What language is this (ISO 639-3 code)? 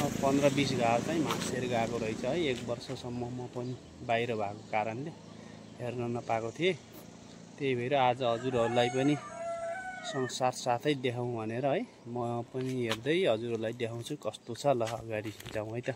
nep